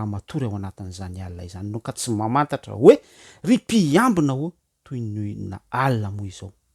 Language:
Malagasy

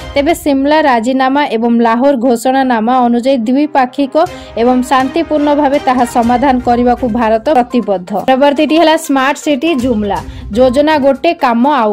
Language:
Odia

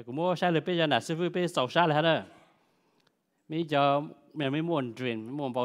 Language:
Vietnamese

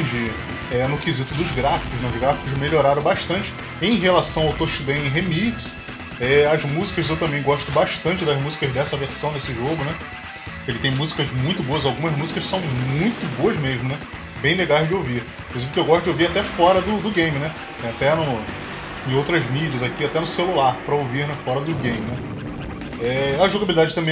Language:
Portuguese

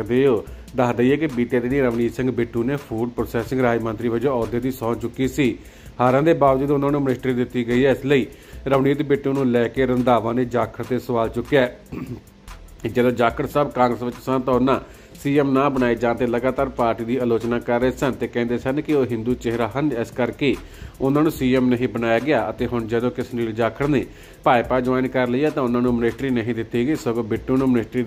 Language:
Punjabi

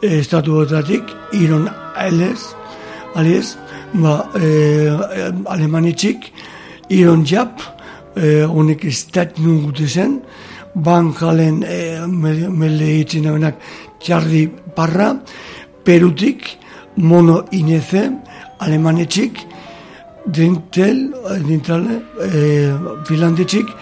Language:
Basque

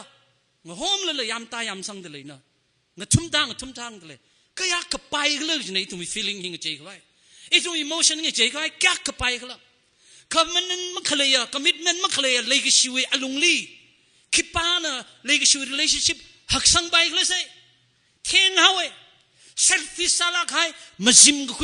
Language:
Tangkhul Naga (India)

